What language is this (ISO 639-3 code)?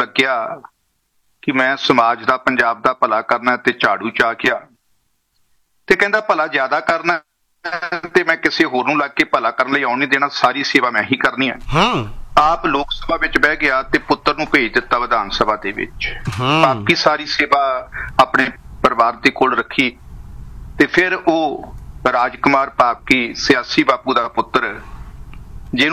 pan